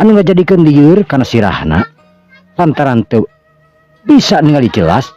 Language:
Sundanese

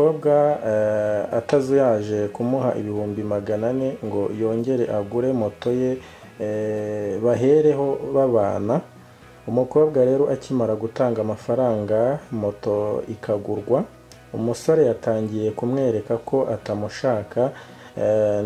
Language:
Kinyarwanda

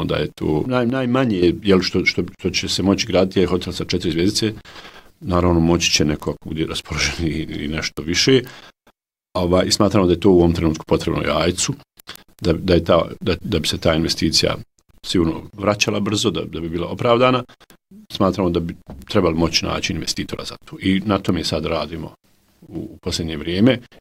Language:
Bosnian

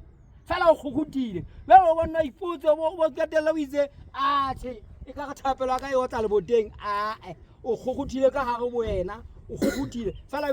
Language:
Southern Sotho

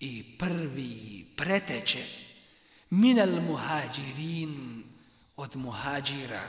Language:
Bosnian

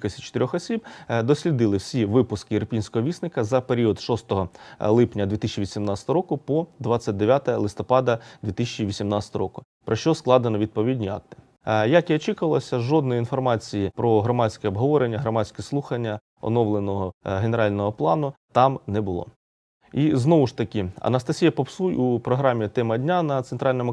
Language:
Ukrainian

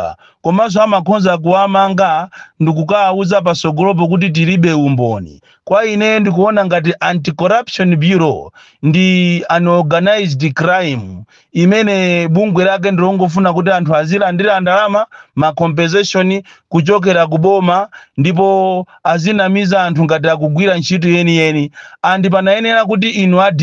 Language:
Nyanja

